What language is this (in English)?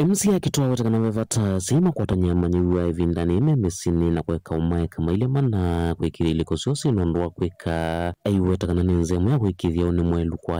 Kamba